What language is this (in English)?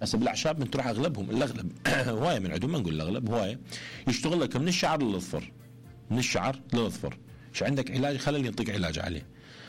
Mesopotamian Arabic